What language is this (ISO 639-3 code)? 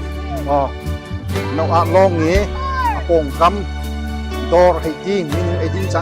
cnh